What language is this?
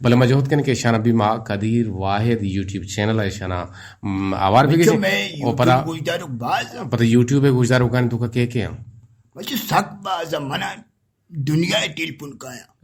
Eastern Balochi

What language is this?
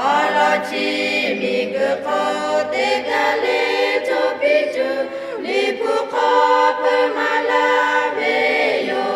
Lahu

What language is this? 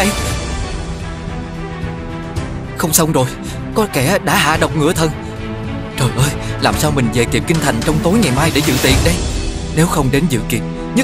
Vietnamese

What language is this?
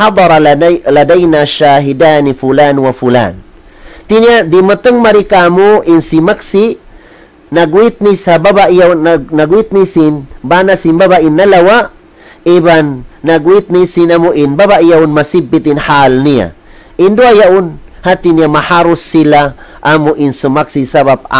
Tausug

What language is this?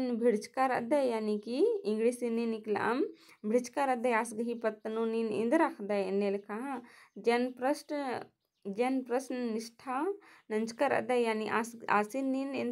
Kurukh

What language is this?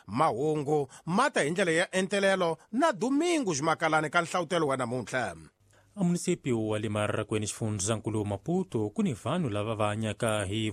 Tsonga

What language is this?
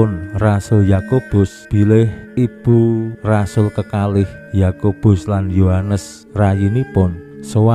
Javanese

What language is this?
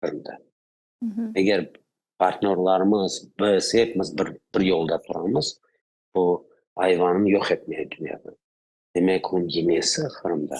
Crimean Tatar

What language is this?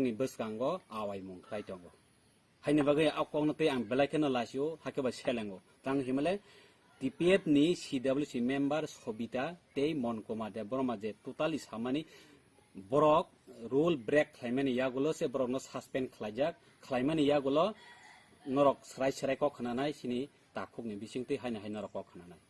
Kok Borok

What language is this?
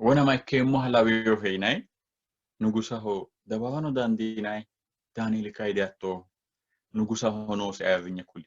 Sidamo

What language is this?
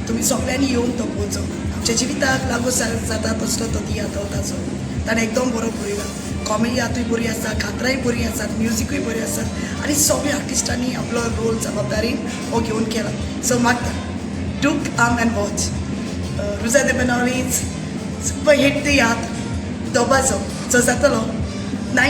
Konkani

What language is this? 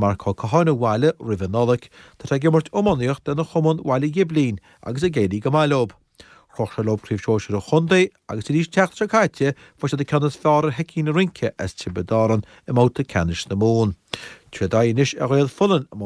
Irish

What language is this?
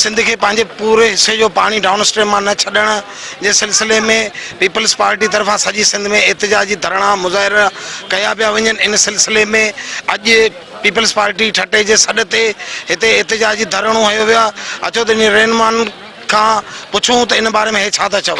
Sindhi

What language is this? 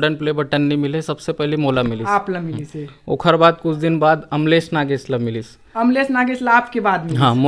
Chhattisgarhi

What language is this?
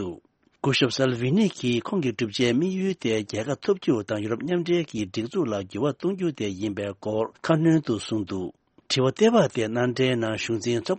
Tibetan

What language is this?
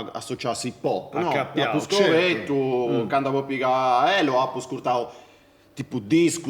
Sardinian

